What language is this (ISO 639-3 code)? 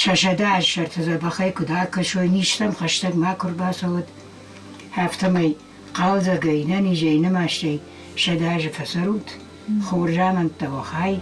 oss